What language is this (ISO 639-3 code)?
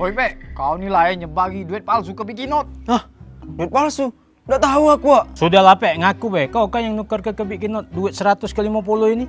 mui